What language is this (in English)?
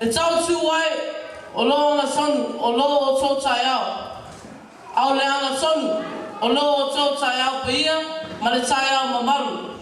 Samoan